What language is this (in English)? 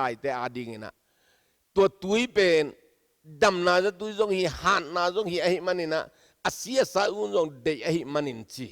Tedim Chin